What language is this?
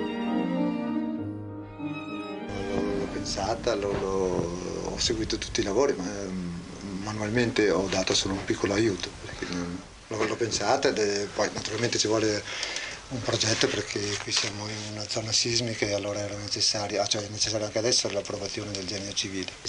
Italian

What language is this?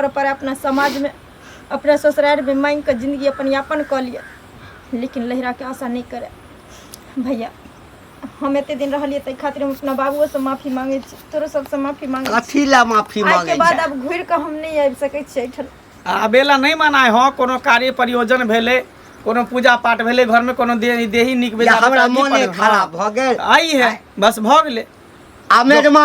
Maithili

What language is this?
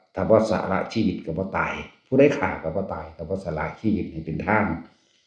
Northeastern Thai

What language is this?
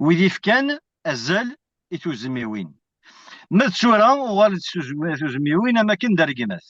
Kabyle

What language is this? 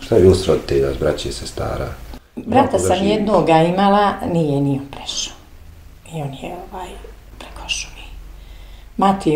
Bosnian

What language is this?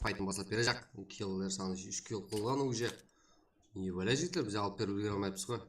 Kara-Kalpak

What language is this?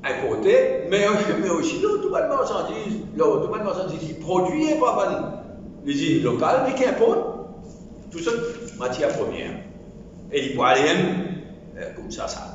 Morisyen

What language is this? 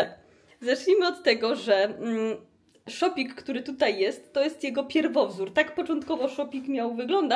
Polish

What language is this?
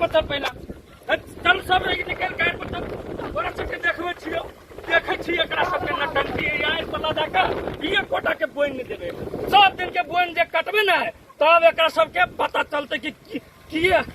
Maithili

